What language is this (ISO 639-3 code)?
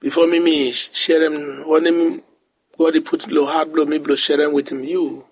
bis